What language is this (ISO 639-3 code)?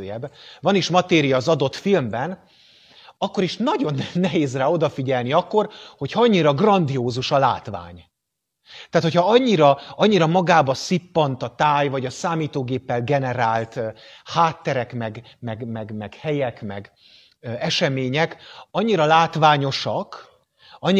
hun